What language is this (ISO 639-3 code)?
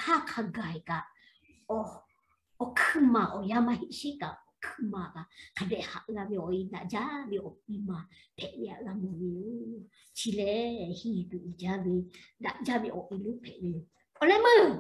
lhu